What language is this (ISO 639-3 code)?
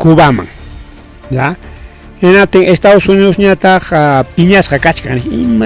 quy